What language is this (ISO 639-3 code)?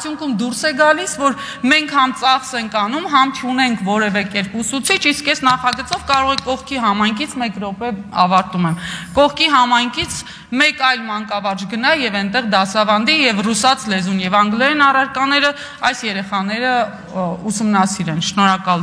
hye